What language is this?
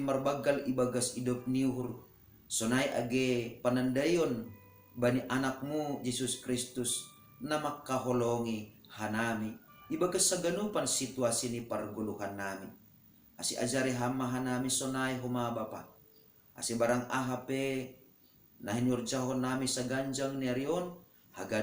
Batak Simalungun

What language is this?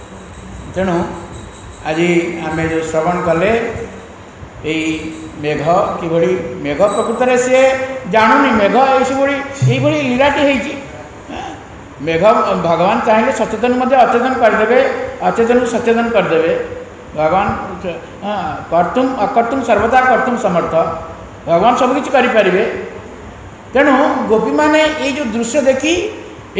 Odia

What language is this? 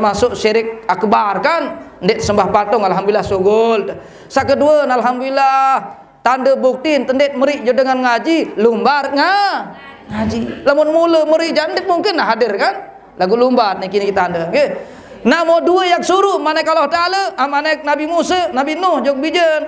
Sasak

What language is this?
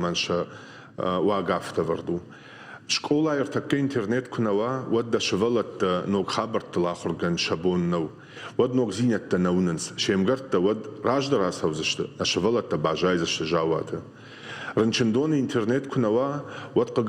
Ossetic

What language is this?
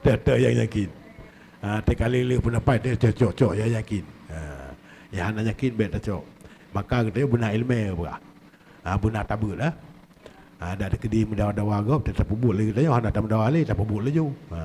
Achinese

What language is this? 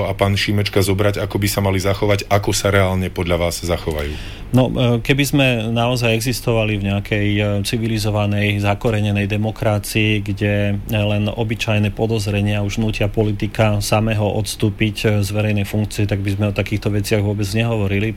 Slovak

